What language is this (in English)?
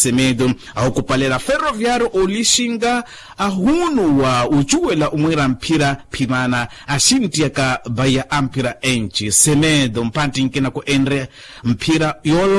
Makhuwa